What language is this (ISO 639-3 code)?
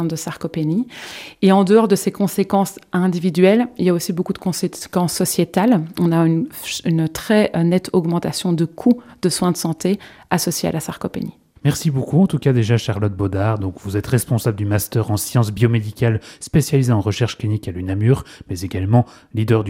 fra